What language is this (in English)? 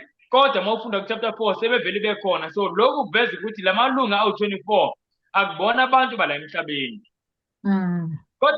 Zulu